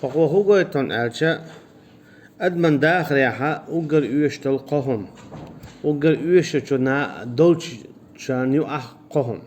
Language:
Chechen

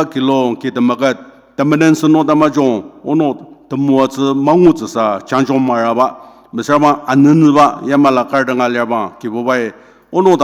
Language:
Ao Naga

